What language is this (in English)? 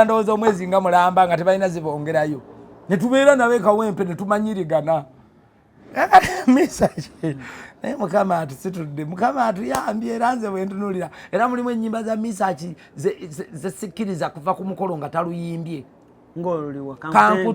Ganda